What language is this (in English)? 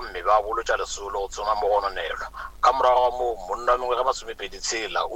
Northern Sotho